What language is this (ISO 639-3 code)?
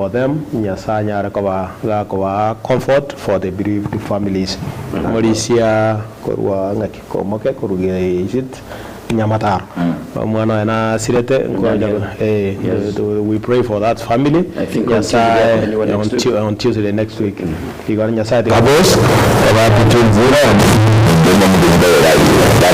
guz